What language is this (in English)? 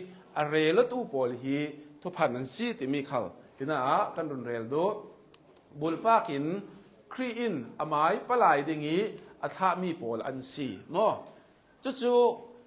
Hakha Chin